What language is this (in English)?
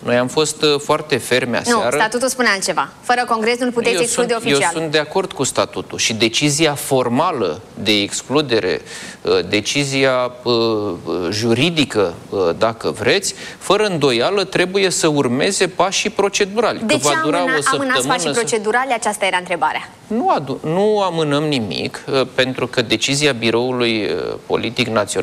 Romanian